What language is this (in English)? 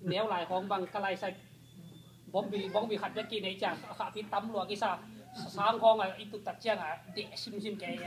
Tedim Chin